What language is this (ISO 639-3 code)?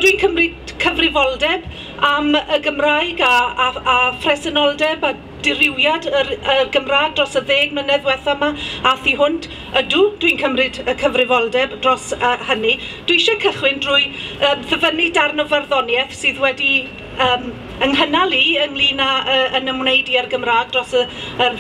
cym